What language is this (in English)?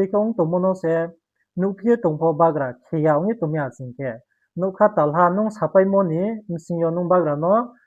Riang (India)